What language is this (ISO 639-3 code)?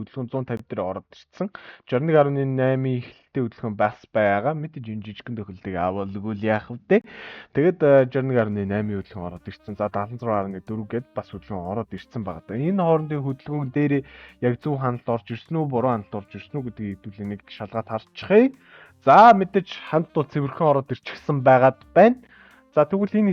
mon